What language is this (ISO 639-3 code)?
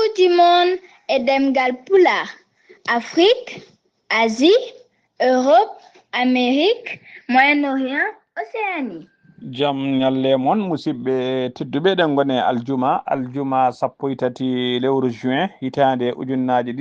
ful